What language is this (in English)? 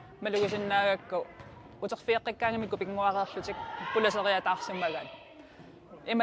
Kalaallisut